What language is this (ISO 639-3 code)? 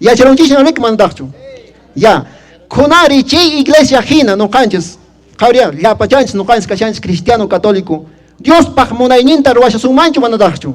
que